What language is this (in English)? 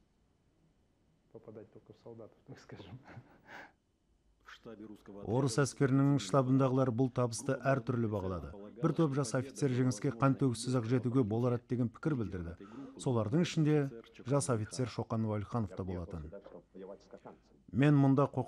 Kazakh